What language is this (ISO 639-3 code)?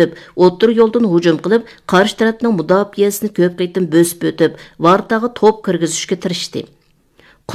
uig